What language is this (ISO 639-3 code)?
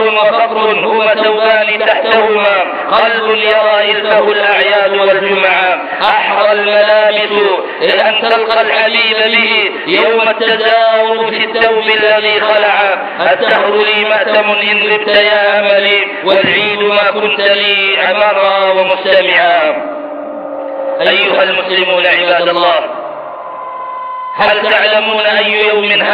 ara